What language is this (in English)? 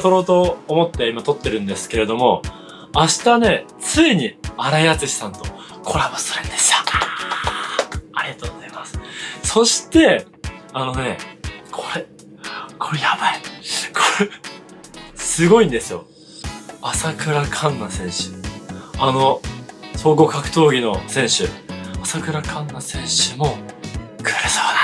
Japanese